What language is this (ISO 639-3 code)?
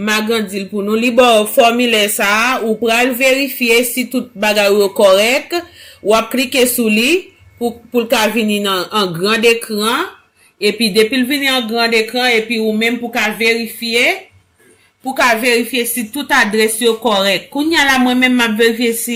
hat